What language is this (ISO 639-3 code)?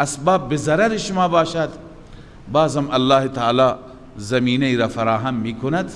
fas